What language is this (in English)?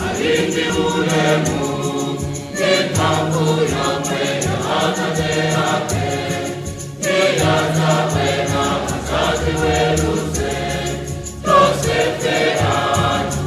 Nyanja